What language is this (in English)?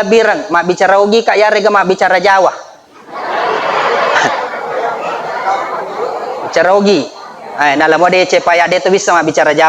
Buginese